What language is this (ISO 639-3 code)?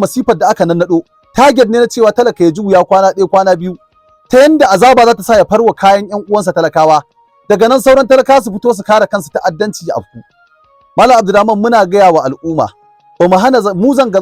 hau